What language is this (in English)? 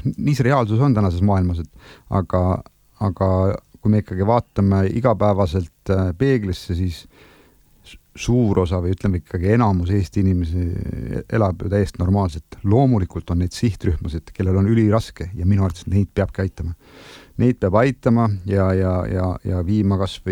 Estonian